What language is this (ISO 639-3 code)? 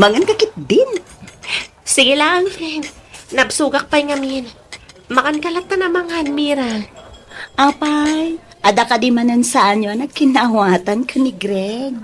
ilo